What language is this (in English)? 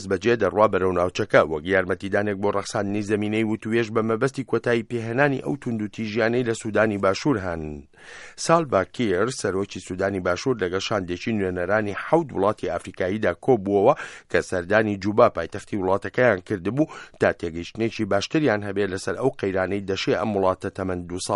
Central Kurdish